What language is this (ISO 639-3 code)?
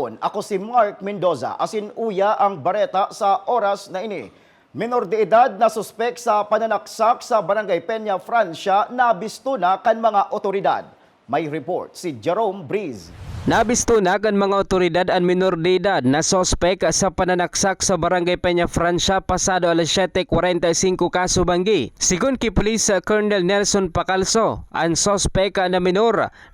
bik